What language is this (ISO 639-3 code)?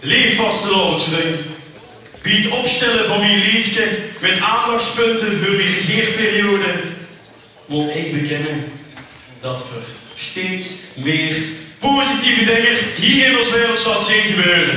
lim